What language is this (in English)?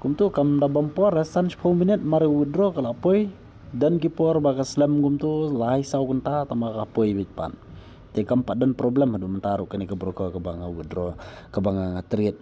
Khasi